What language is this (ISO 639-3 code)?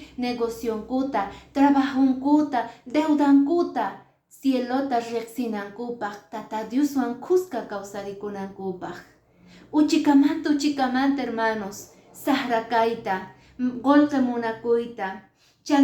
que